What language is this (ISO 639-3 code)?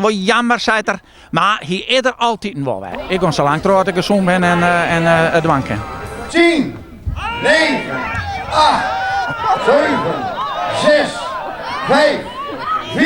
fry